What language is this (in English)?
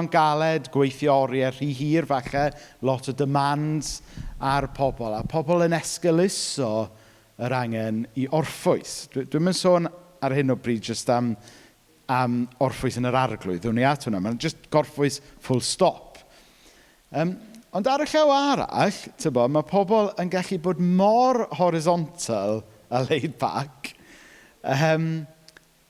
Welsh